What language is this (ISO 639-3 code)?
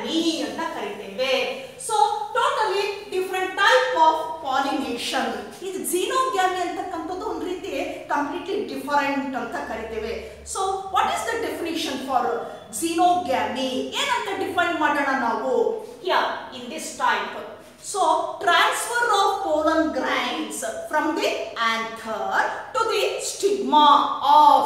kan